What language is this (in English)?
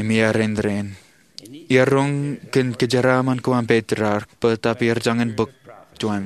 Marshallese